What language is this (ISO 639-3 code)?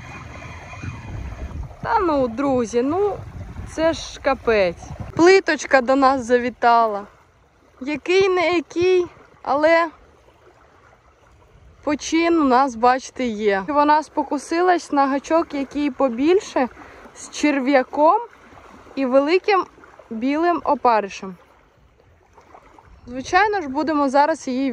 ukr